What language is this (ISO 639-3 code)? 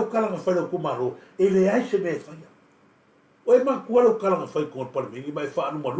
smo